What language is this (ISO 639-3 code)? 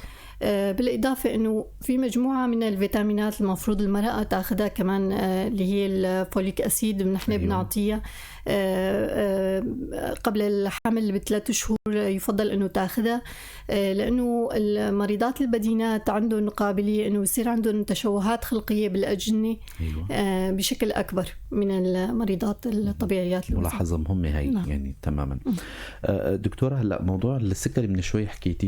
apc